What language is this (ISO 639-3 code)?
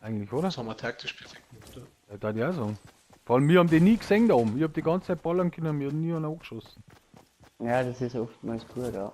bar